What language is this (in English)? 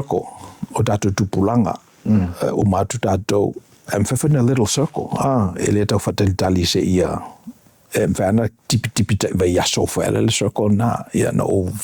Samoan